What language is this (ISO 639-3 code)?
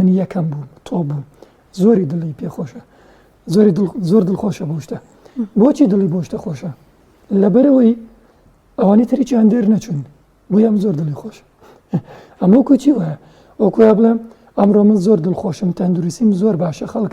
ckb